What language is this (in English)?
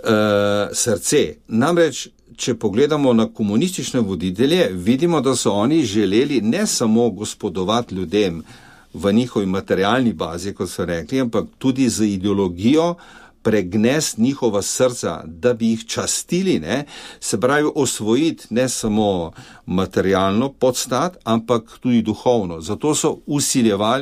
Slovenian